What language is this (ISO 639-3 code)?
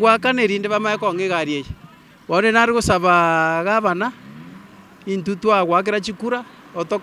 guz